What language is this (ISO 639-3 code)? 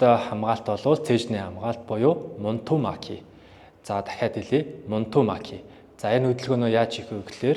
mon